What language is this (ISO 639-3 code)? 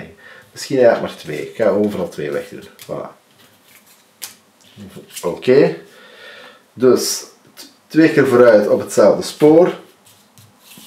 nld